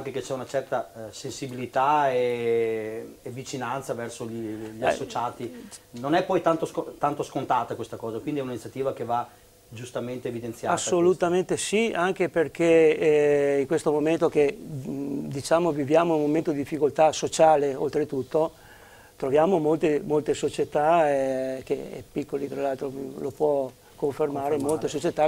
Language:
Italian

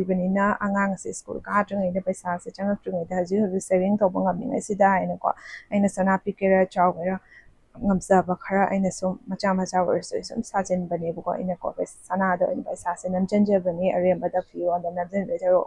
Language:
Manipuri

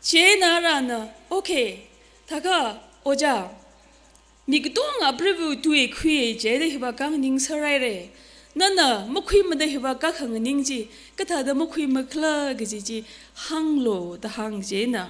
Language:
Tangkhul Naga (India)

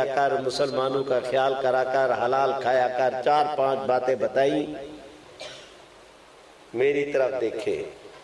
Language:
Urdu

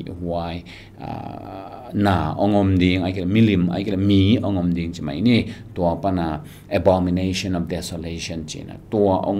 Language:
Tedim Chin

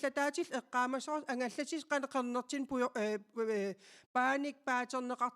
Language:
Kalaallisut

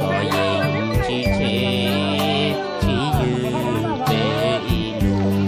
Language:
Hmong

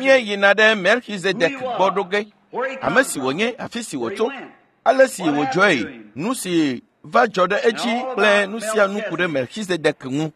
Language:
Ewe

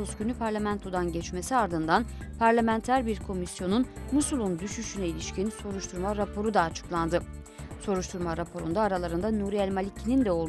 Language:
Turkish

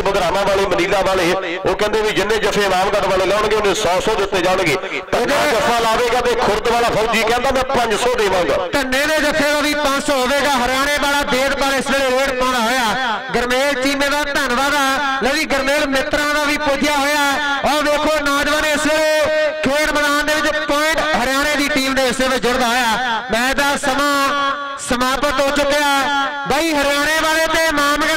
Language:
Punjabi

